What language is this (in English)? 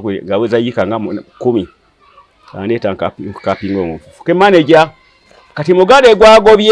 Ganda